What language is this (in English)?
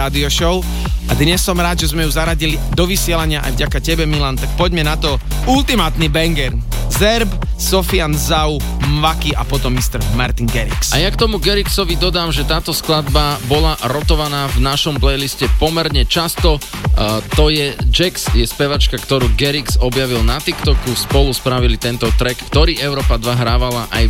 Slovak